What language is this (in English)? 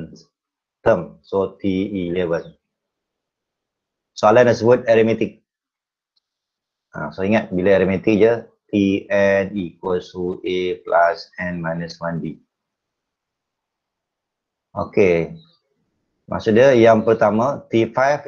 Malay